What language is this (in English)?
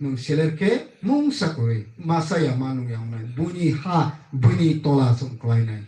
Kok Borok